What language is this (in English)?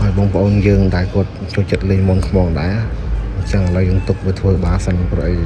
Khmer